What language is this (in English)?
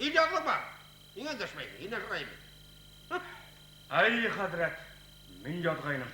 Bashkir